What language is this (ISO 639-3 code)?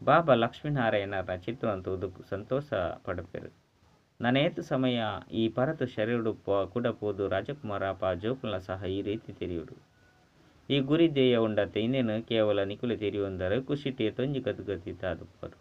tcy